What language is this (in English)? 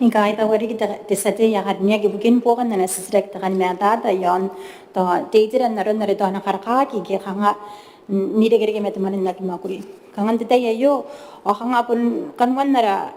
Gilbertese